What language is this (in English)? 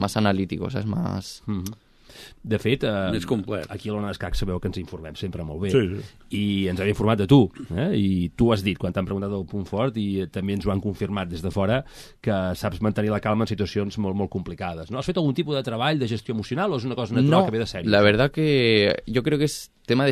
Catalan